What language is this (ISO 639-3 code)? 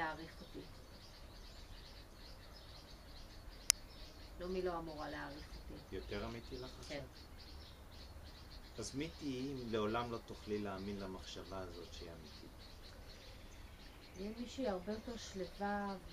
heb